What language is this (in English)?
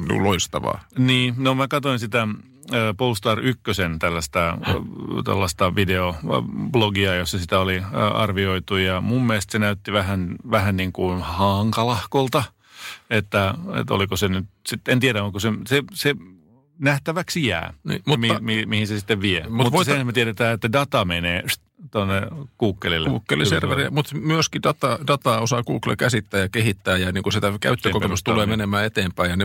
Finnish